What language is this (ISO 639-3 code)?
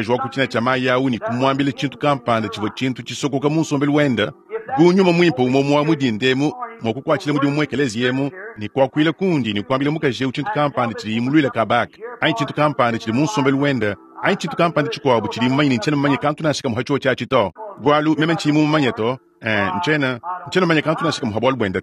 lua